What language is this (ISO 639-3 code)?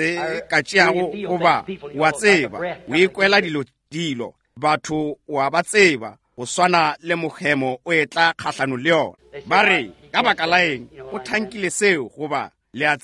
nso